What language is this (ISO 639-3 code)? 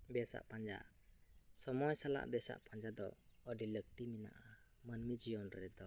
sat